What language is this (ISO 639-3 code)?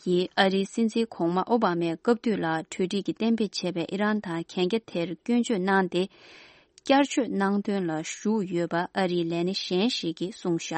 bod